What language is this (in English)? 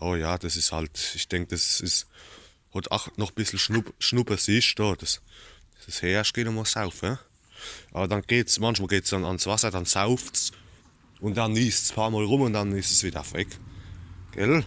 Palatine German